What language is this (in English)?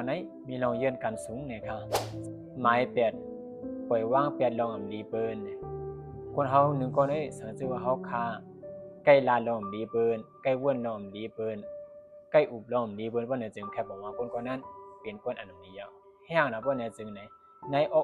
Shan